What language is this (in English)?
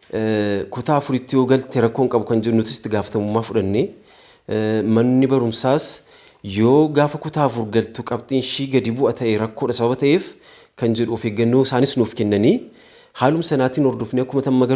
Oromo